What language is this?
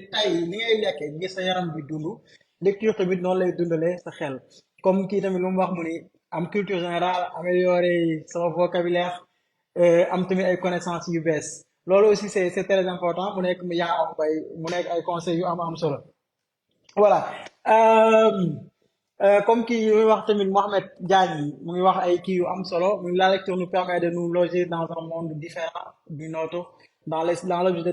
Wolof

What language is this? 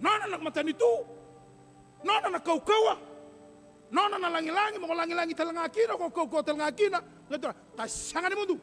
Fijian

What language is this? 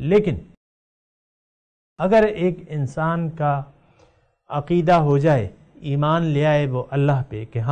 Urdu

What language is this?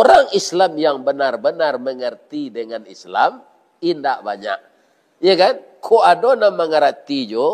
Minangkabau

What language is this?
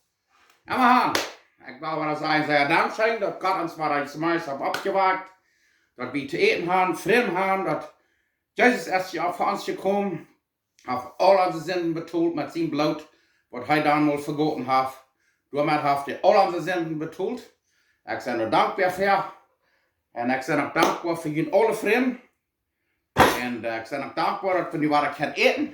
Plautdietsch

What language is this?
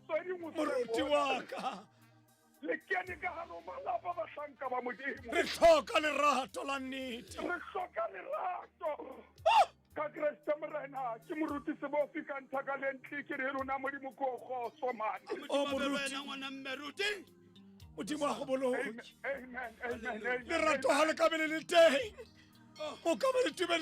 Tswana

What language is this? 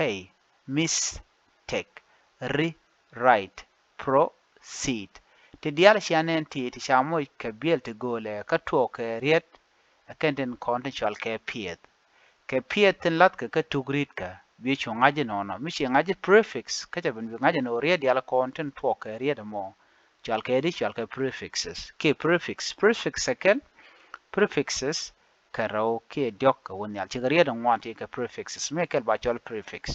Nuer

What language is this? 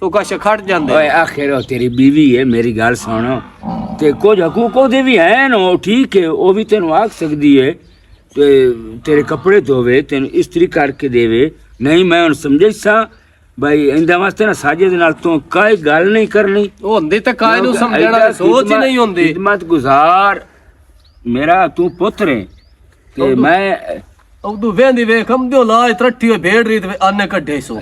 Western Panjabi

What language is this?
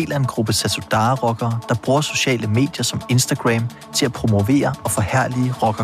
Danish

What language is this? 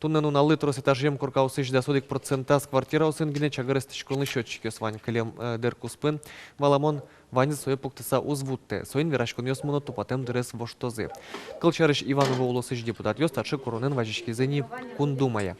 Udmurt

